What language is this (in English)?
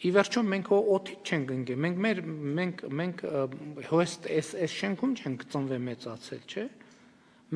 Armenian